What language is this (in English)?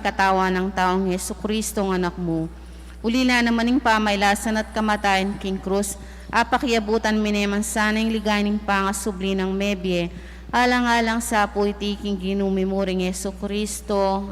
Pampanga